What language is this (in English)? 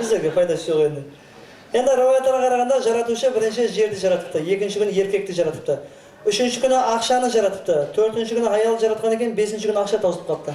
Kara-Kalpak